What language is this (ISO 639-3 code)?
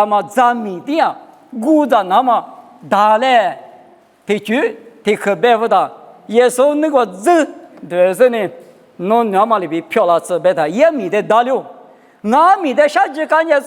lis